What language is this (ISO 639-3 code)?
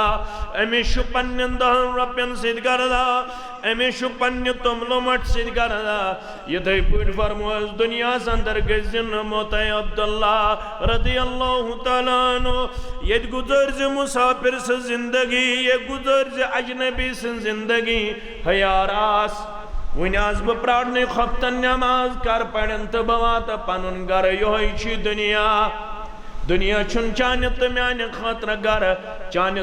kas